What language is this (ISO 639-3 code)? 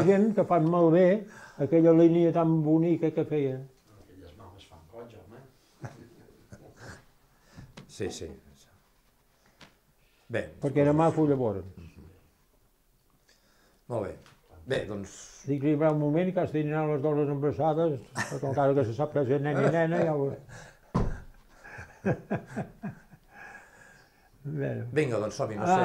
cat